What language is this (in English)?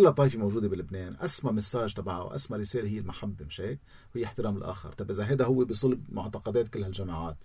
North Levantine Arabic